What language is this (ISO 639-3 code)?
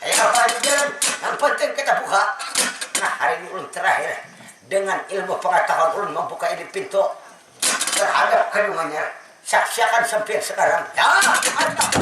bjn